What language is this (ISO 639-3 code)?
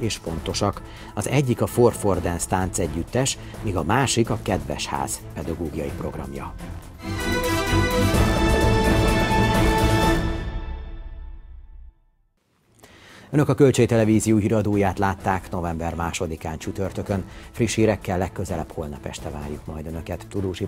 hun